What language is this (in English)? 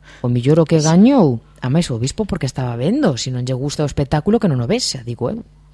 Galician